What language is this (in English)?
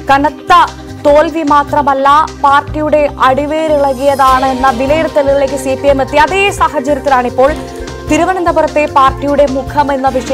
Malayalam